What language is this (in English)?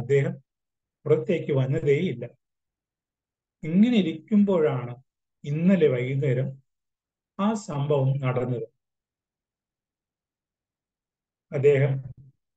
Malayalam